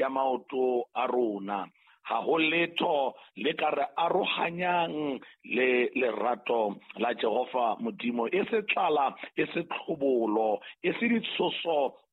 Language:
Southern Sotho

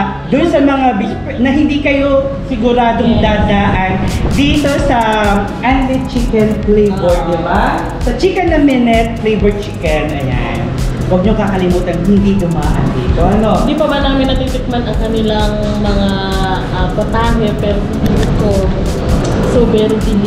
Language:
Filipino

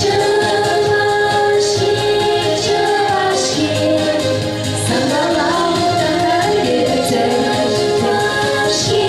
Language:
Chuvash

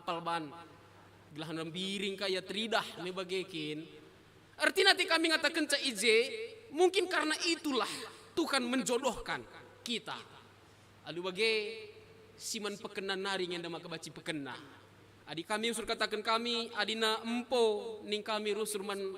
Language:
Batak Karo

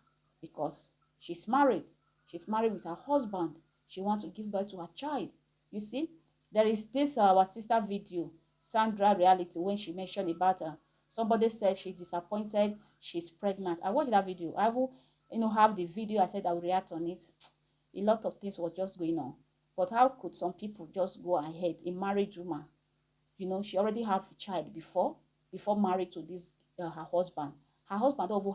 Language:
Nigerian Pidgin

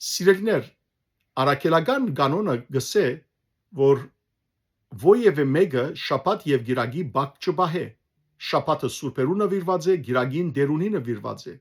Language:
Western Armenian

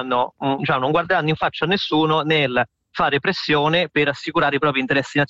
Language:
Italian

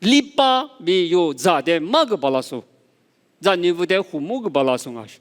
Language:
Lisu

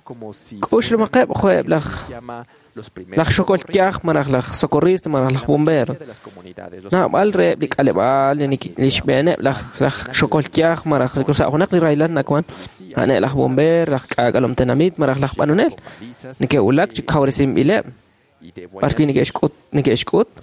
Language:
Kekchí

